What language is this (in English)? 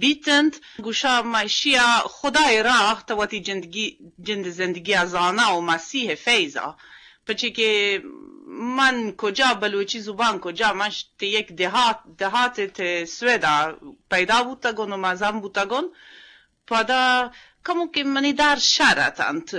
Eastern Balochi